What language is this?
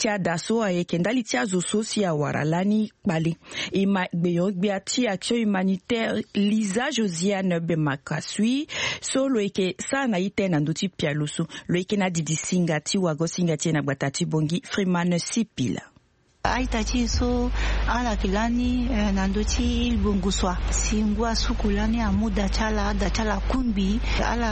Sango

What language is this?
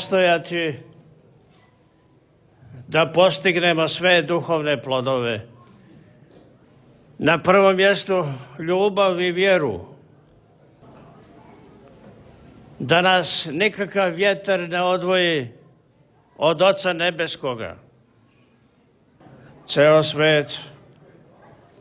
Serbian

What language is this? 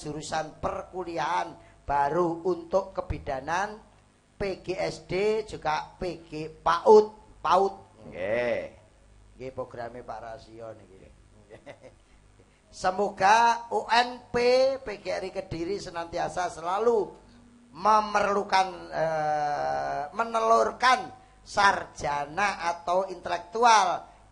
Javanese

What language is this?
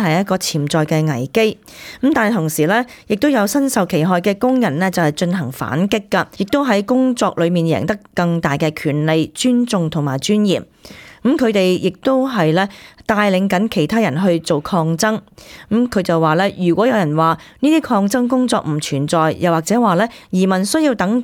Cantonese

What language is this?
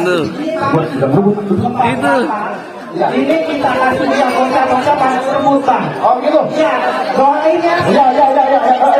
Betawi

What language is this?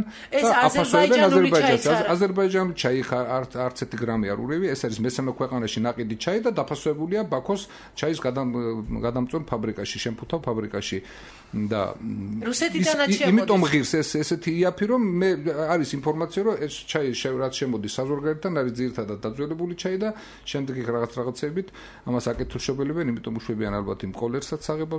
Georgian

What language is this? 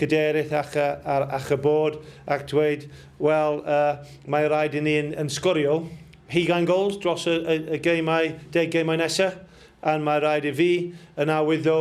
Welsh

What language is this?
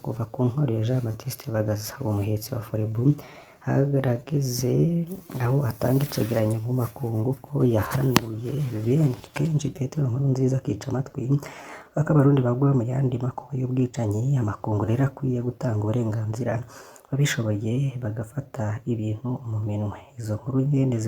Rundi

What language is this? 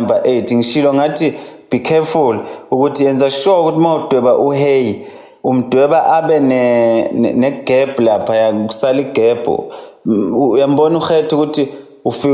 Zulu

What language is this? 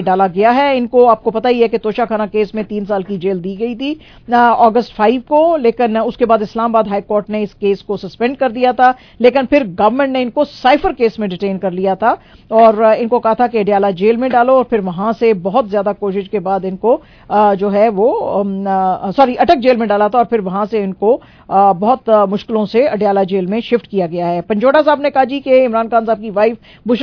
Urdu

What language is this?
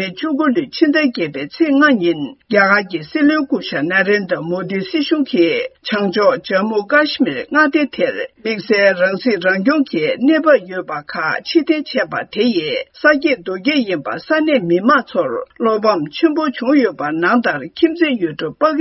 Tibetan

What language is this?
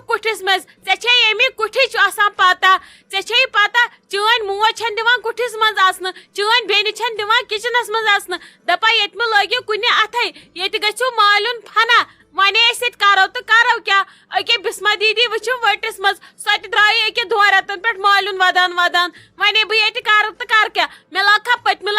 Kashmiri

